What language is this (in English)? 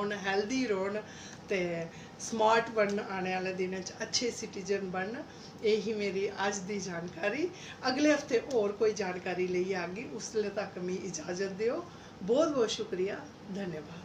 Dogri